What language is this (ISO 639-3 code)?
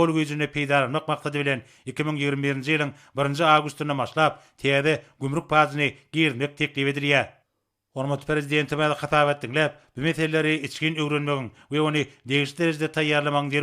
tuk